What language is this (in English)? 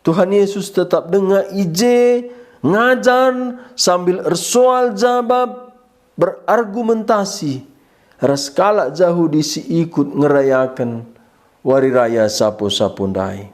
Batak Karo